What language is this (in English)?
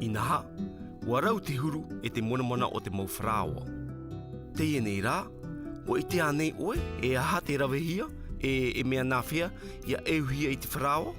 Tahitian